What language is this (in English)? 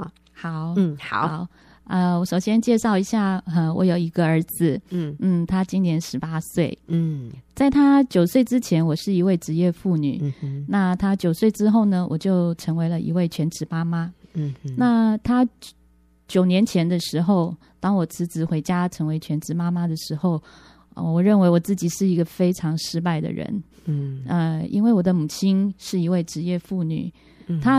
Chinese